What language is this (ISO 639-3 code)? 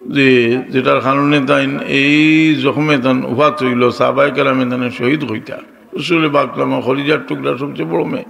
syl